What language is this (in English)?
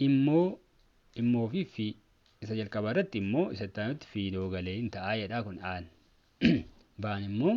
Oromo